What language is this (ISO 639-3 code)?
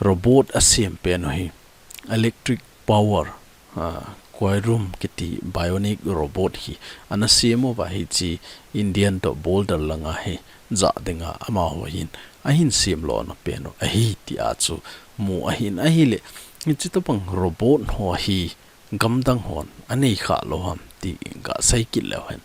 tcz